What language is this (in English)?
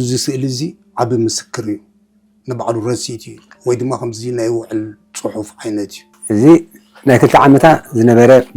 Tigrinya